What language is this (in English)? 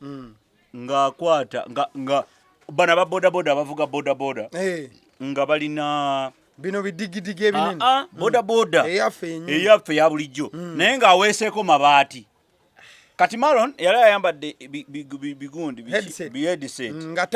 Ganda